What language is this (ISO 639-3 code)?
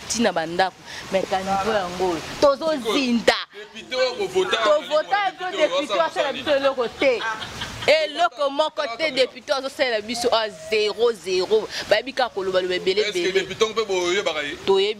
lin